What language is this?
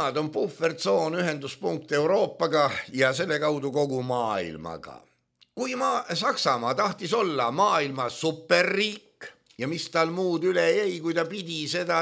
Estonian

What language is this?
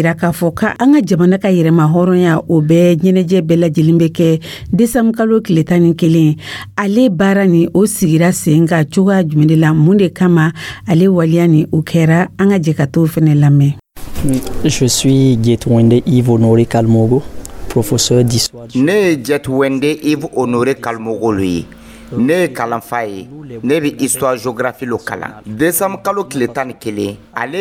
Dyula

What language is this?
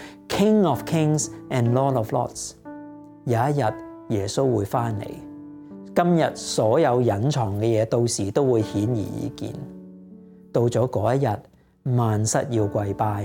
Cantonese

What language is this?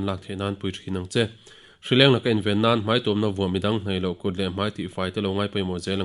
Mizo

